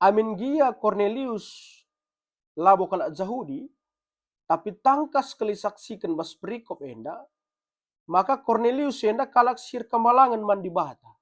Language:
Batak Karo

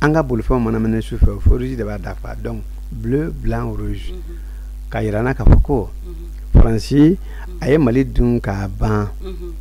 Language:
Bambara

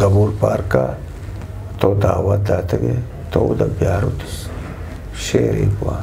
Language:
Eastern Balochi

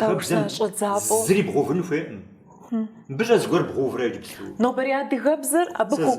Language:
Kabardian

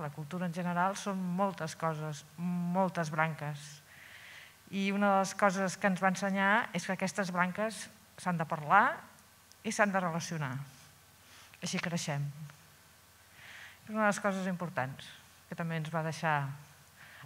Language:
Catalan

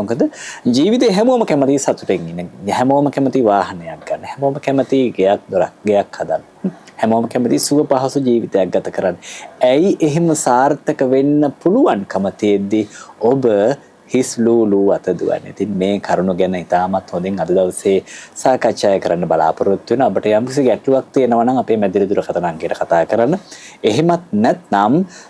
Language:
Sinhala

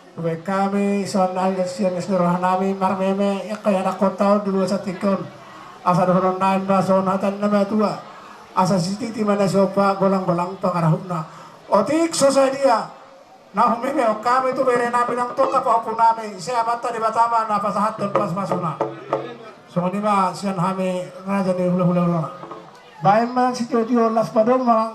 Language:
Batak Toba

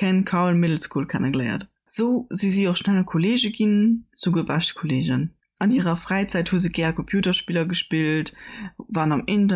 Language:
Luxembourgish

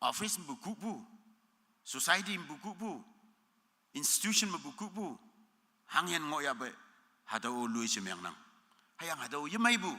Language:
Konyak Naga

